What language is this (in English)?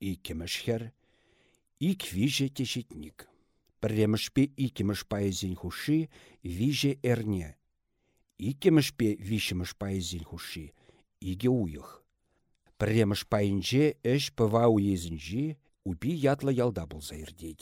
Chuvash